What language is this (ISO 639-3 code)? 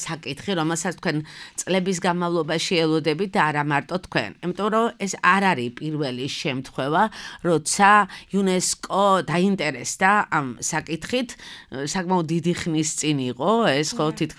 kat